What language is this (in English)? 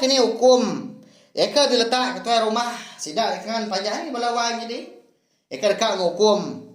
Iban